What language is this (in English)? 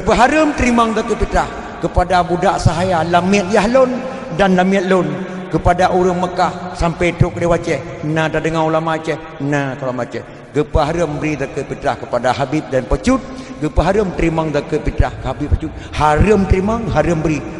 Achinese